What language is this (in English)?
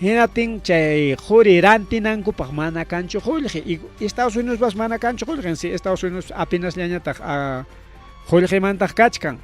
Ayacucho Quechua